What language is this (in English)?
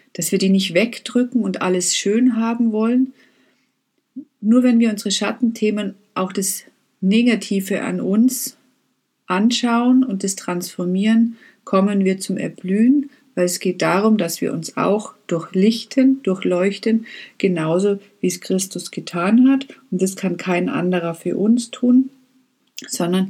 German